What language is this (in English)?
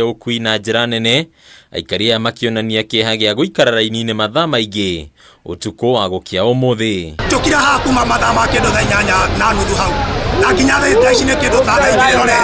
Kikuyu